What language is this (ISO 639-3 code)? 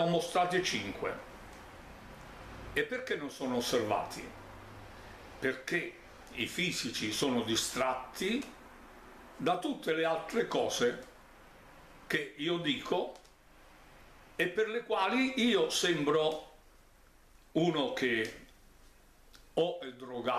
ita